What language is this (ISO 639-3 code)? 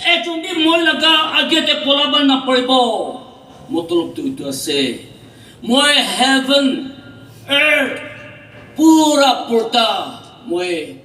nag